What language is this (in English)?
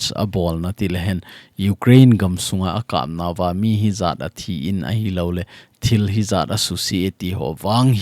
Thado Chin